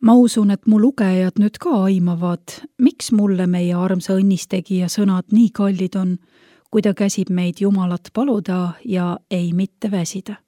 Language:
Estonian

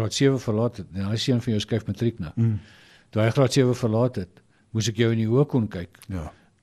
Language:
Afrikaans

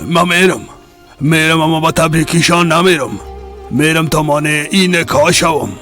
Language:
Persian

